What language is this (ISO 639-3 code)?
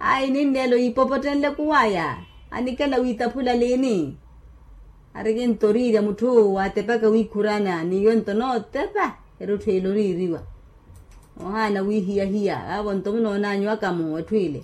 vmw